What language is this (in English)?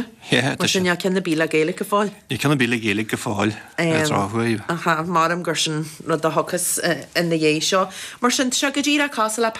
Irish